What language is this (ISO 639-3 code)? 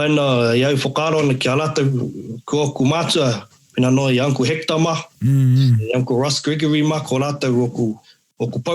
mri